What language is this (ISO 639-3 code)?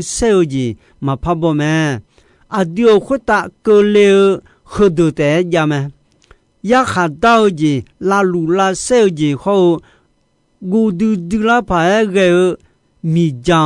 ahk